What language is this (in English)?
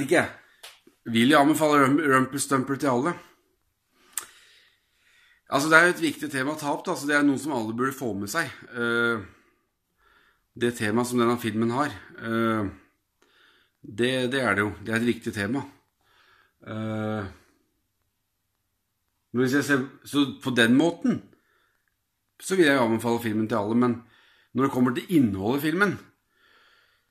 Norwegian